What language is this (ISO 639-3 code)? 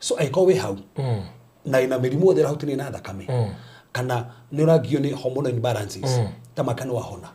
kik